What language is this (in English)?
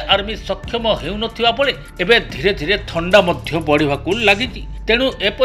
Odia